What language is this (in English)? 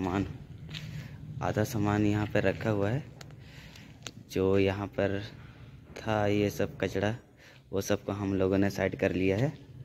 Hindi